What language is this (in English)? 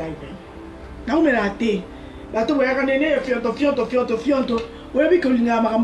Lingala